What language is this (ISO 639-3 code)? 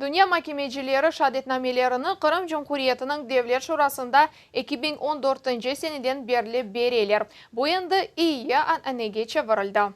crh